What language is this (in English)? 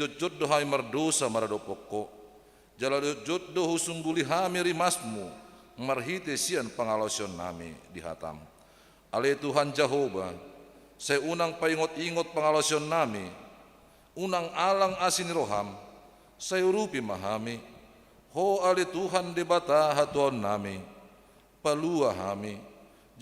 Batak Toba